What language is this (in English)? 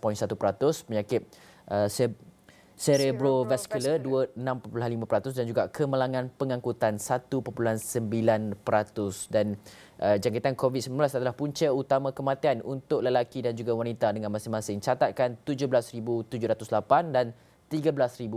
Malay